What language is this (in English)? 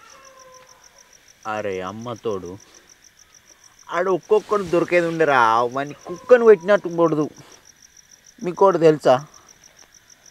Telugu